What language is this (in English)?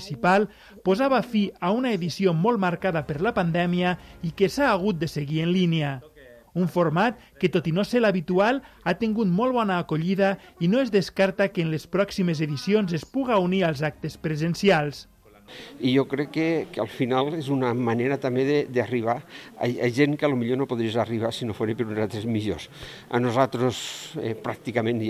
Catalan